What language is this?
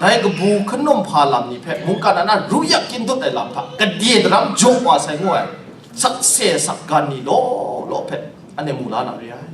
Kachin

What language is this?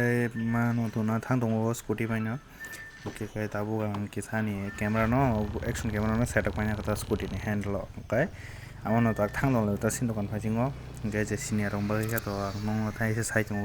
Kok Borok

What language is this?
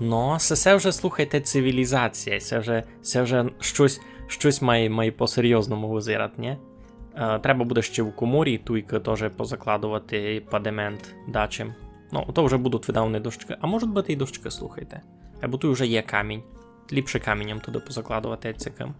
Rusyn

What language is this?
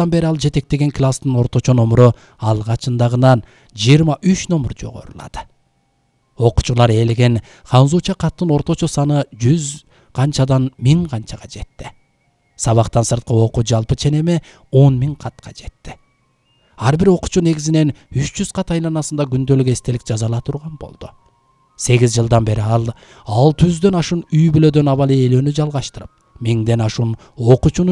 Kyrgyz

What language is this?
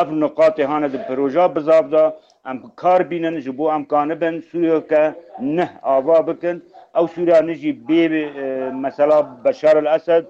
Kurdish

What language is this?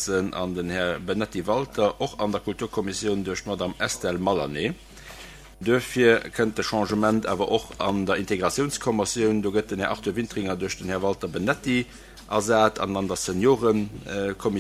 Luxembourgish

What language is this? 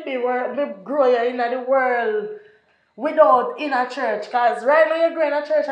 Jamaican Creole English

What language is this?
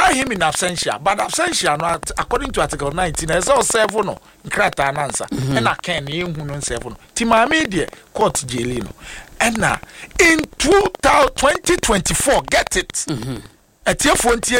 Akan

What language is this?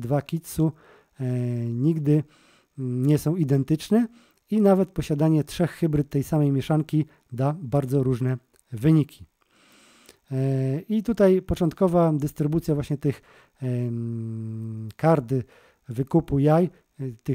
Polish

